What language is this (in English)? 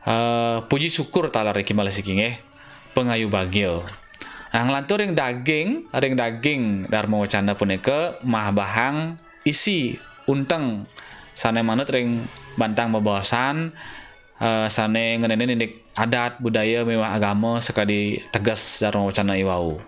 Balinese